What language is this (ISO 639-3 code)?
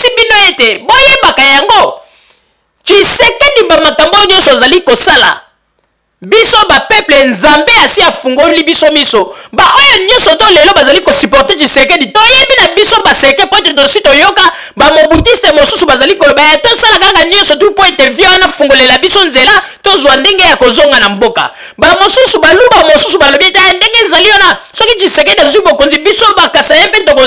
lin